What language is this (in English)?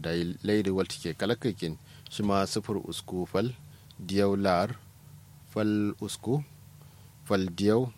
Kanuri